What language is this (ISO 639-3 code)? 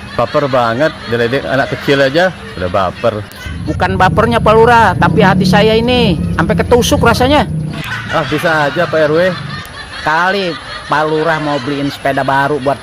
bew